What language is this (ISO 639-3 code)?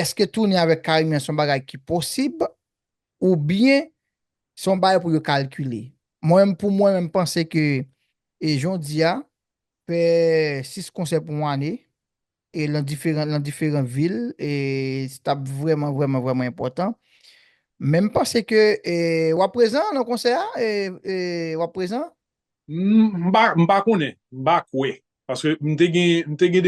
hat